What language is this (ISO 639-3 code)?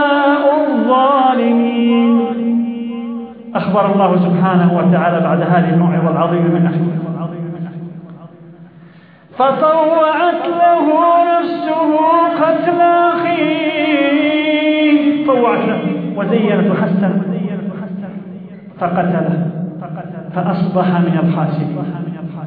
ara